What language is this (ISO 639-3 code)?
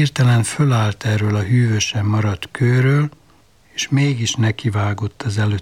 hun